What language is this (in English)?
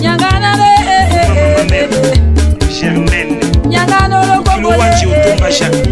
Tetela